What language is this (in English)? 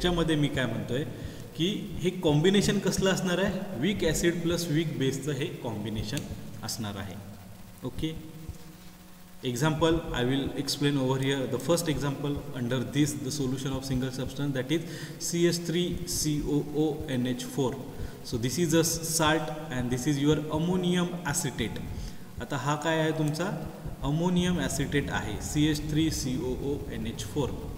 Marathi